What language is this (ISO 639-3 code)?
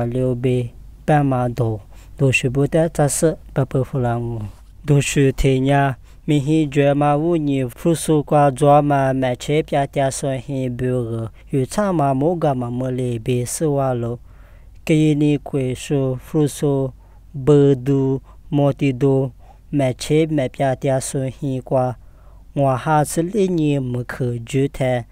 lis